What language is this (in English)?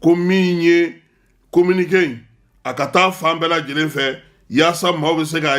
Bambara